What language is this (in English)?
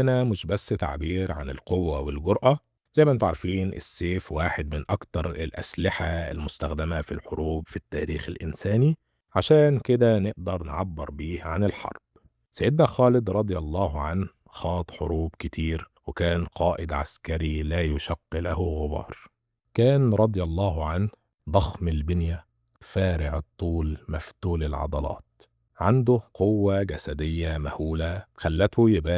Egyptian Arabic